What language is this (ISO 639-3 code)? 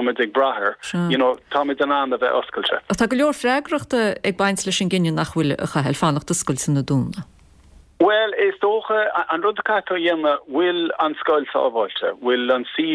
gle